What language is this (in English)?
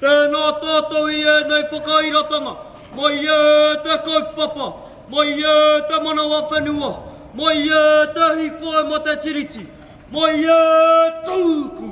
Māori